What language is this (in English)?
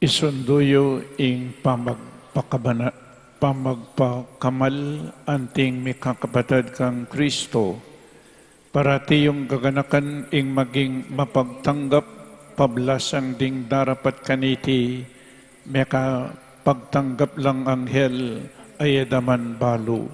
Pampanga